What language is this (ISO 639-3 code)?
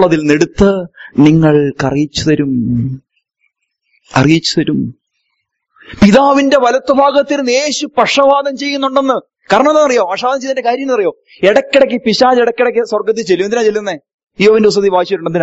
mal